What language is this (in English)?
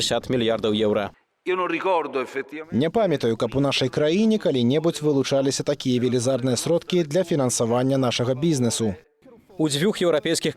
Belarusian